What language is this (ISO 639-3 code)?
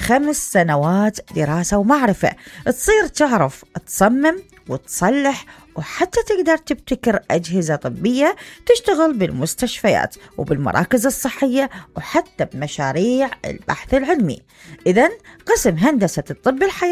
acm